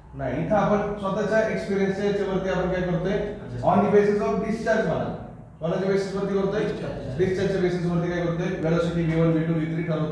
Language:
Marathi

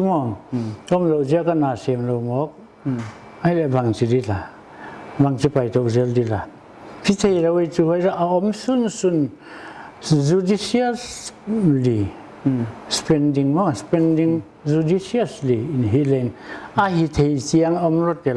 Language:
Paite Chin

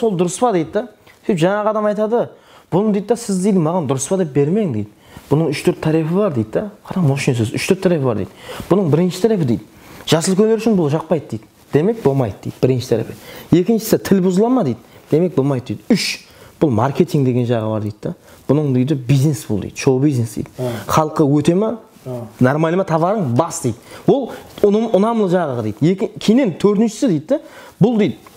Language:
Kara-Kalpak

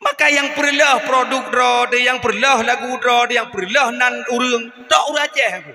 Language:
Achinese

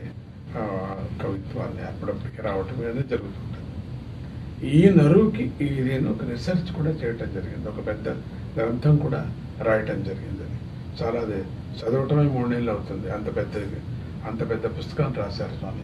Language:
Telugu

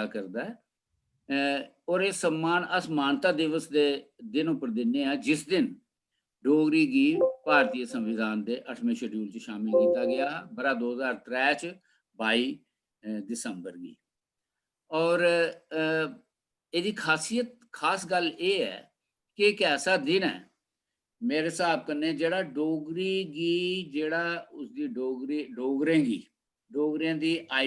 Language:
Dogri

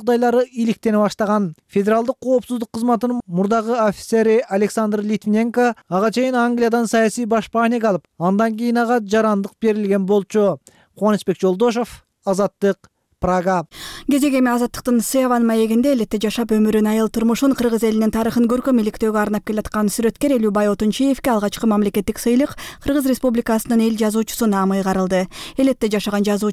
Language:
Kyrgyz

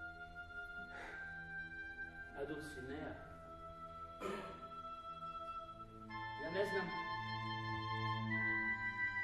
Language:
Croatian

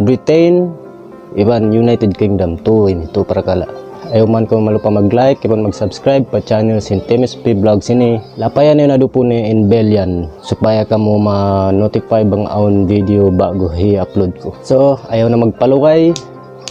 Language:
Tausug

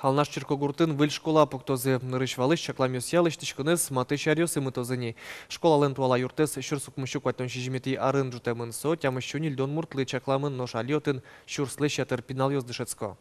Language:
Udmurt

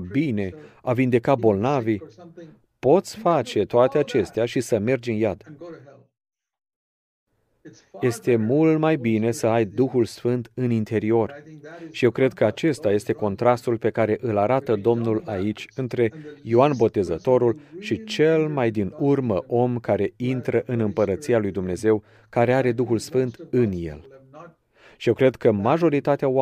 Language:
Romanian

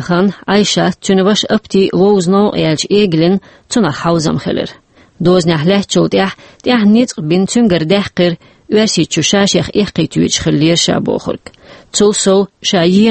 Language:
Chechen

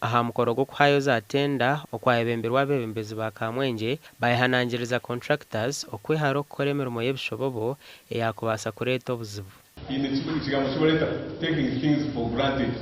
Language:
Nyankole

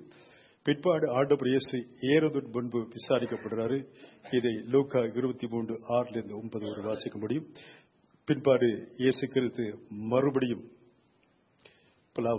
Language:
Tamil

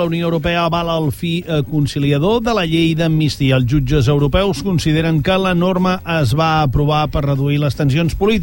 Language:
Catalan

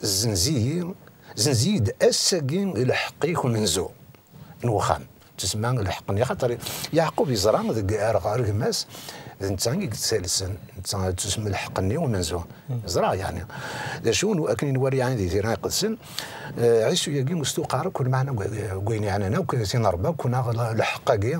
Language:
Kabyle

